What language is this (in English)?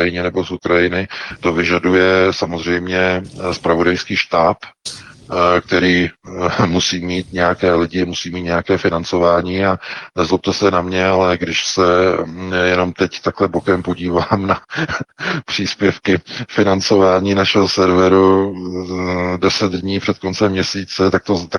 Czech